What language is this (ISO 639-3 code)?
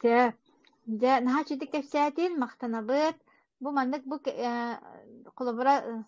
sah